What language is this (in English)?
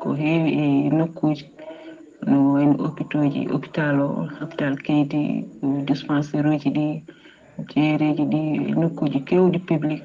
Fula